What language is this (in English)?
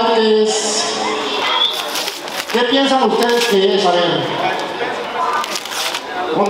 Spanish